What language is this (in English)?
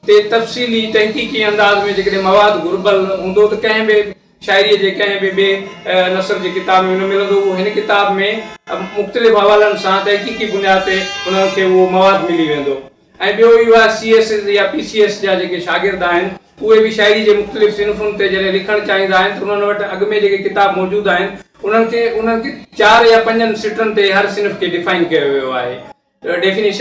Sindhi